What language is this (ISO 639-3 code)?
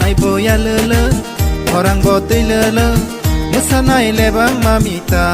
trp